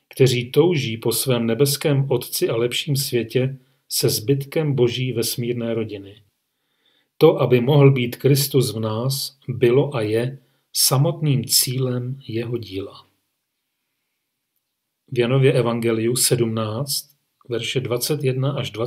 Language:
Czech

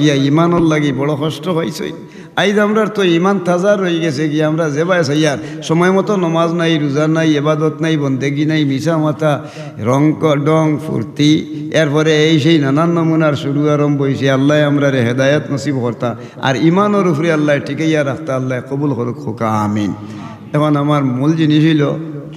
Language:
Sylheti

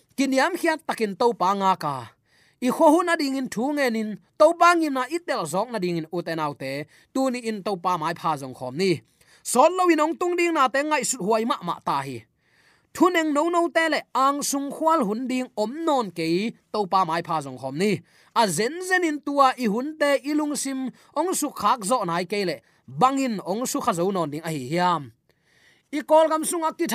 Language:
Tedim Chin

